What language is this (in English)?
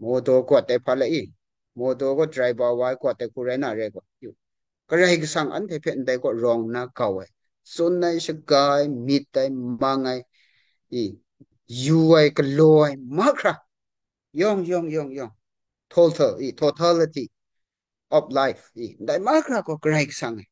Kachin